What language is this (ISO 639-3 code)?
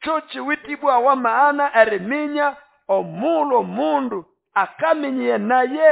nnb